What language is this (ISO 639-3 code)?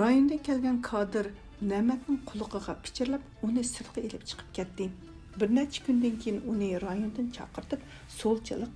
uig